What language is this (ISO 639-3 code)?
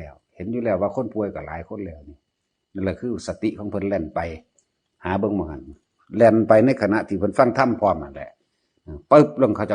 tts